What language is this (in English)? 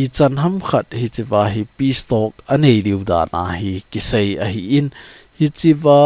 Thado Chin